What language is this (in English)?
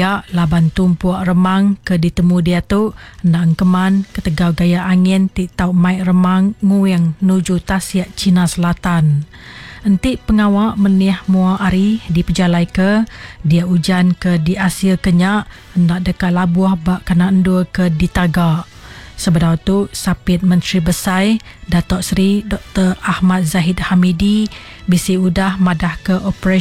Iban